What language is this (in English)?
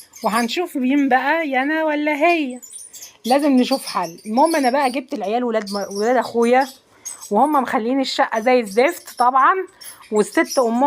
Egyptian Arabic